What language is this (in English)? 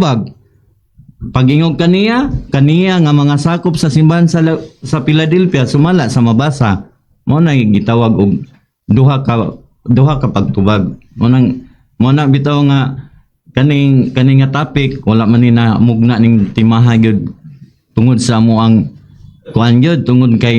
Cebuano